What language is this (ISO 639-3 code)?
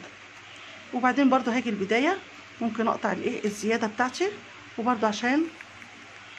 arz